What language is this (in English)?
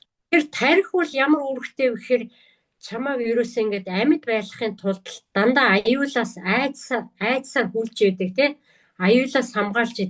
Mongolian